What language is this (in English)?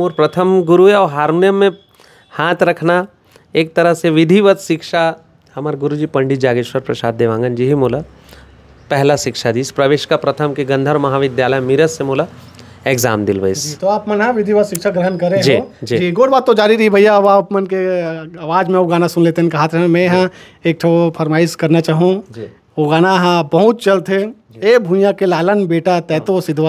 Chhattisgarhi